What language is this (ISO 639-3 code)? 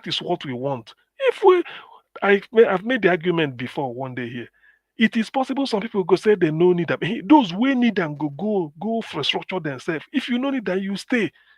pcm